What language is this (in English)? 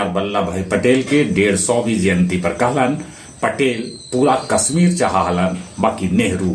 Magahi